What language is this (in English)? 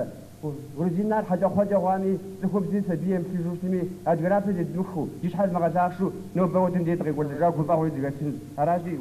Kabardian